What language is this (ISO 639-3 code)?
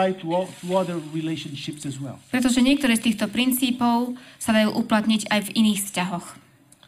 slk